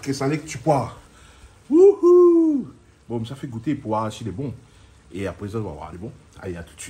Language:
Réunion Creole French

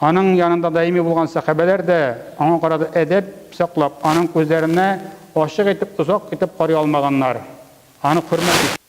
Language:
Tatar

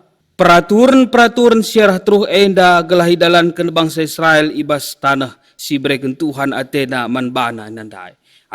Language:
Batak Karo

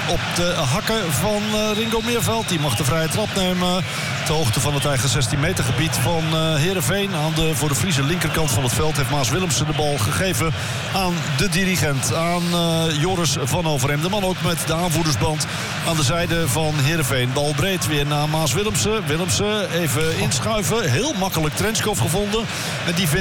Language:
Dutch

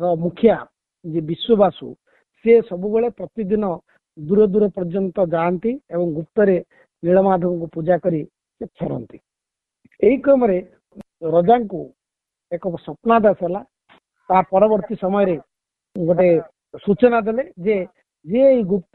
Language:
Odia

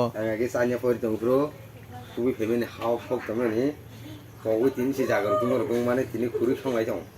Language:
Kok Borok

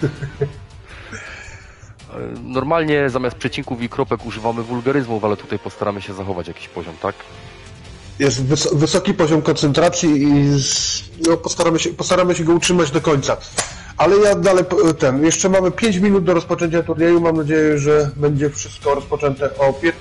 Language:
Polish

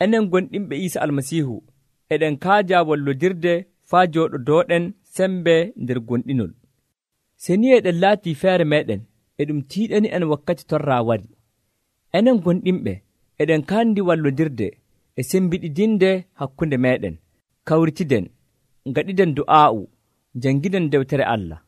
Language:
Nigerian Fulfulde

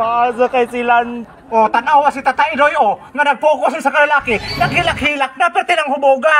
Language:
Cebuano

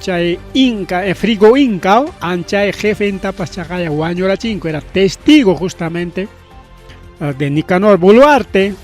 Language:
Ayacucho Quechua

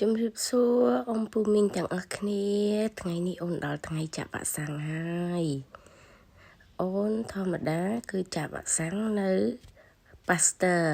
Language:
Khmer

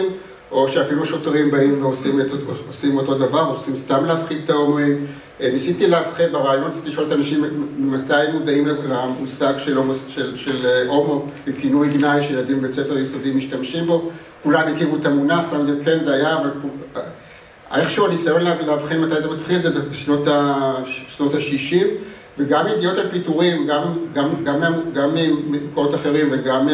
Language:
Hebrew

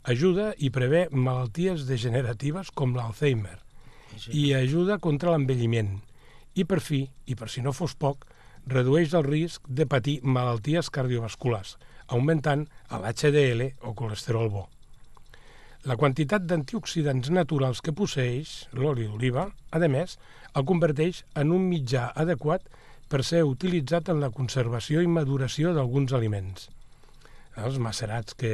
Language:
Catalan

